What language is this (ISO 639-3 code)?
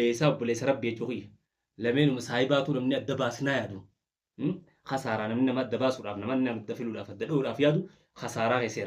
orm